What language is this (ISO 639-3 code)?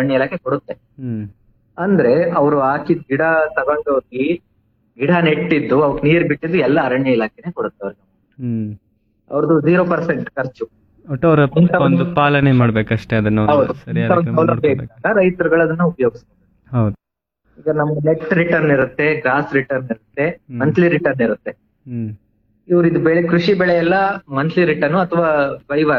kan